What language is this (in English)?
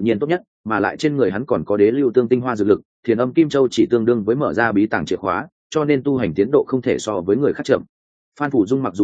Vietnamese